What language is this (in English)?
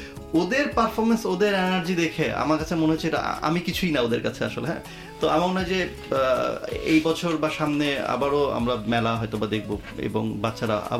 Bangla